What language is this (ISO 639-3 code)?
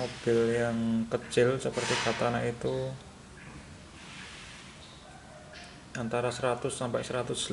ind